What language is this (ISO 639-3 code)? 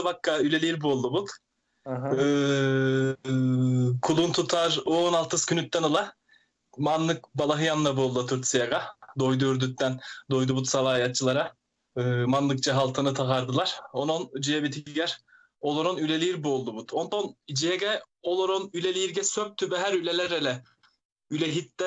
sah